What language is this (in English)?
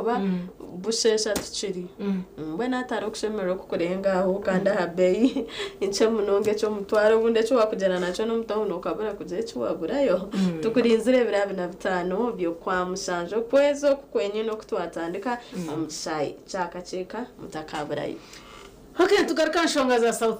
Nyankole